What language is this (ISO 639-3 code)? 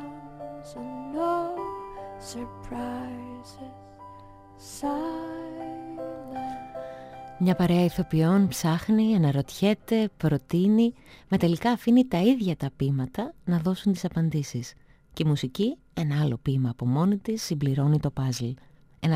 ell